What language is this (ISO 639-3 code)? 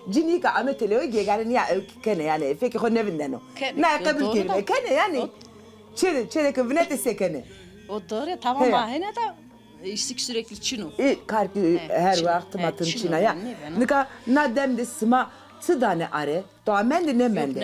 zza